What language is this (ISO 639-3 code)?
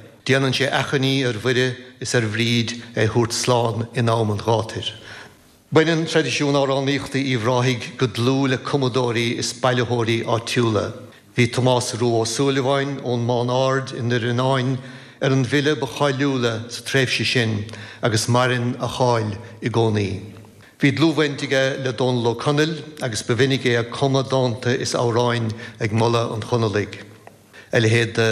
gle